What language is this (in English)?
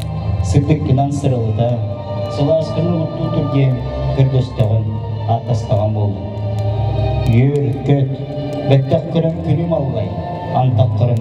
Yakut